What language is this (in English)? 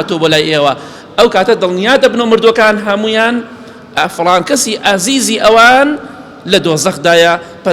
Central Kurdish